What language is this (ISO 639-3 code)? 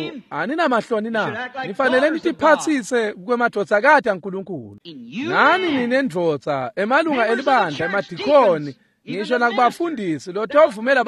ssw